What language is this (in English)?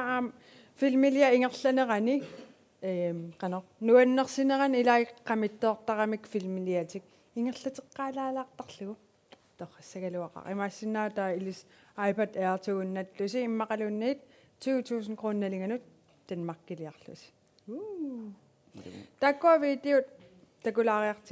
Kalaallisut